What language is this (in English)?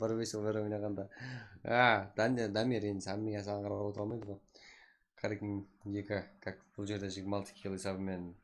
Kara-Kalpak